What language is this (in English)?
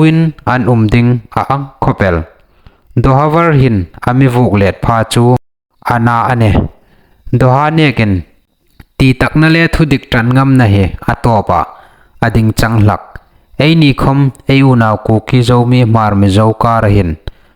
Hmar